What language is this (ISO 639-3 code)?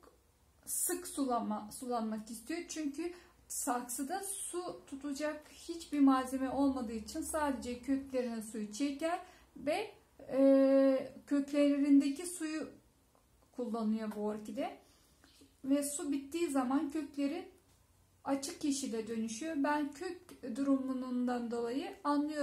tur